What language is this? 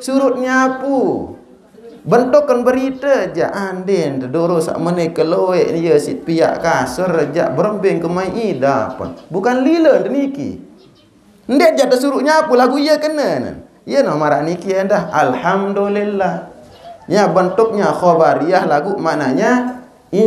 Sasak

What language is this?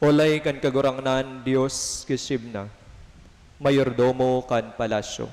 Bikol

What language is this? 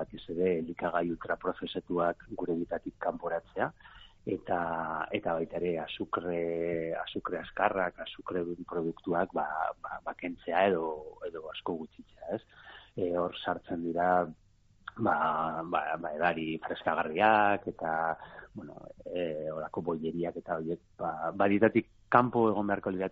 Basque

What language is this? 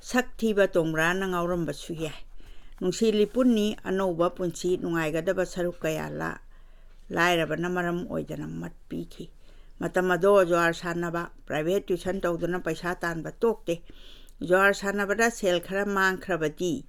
Manipuri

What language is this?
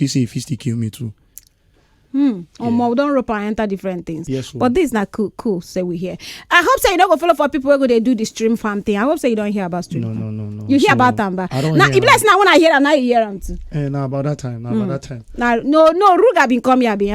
Nigerian Pidgin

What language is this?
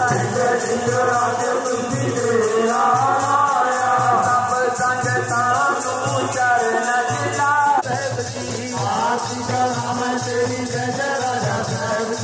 Punjabi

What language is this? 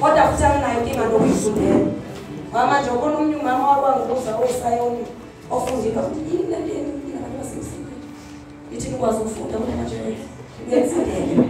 Zulu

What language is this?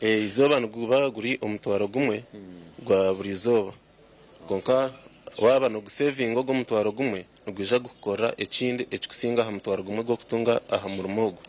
Nyankole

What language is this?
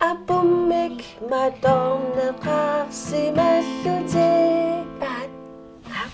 Kalaallisut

